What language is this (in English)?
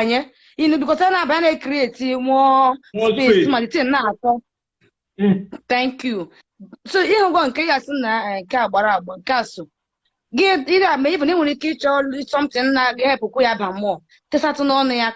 Igbo